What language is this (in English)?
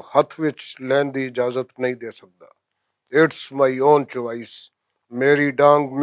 Western Panjabi